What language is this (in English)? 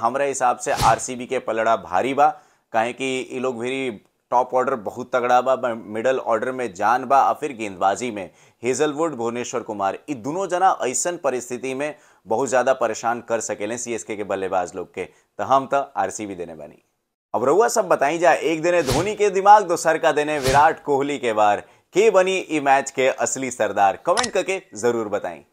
Bhojpuri